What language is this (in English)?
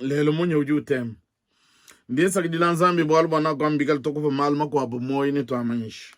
Luba-Lulua